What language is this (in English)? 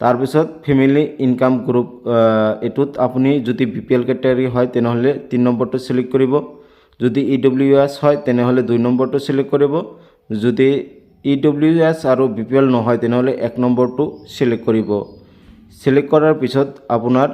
Assamese